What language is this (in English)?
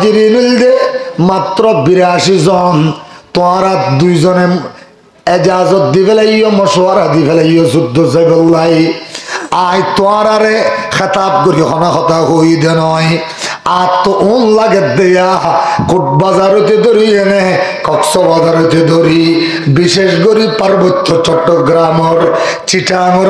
Rohingya